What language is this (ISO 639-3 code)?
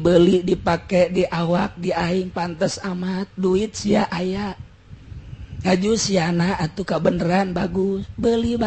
sun